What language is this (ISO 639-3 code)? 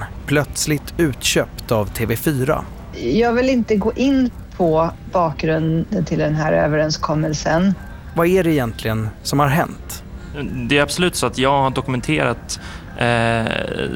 swe